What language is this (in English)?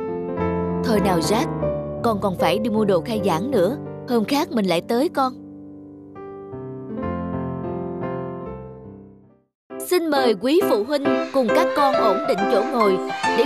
Vietnamese